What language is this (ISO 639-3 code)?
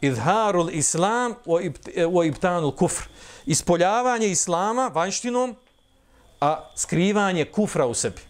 bos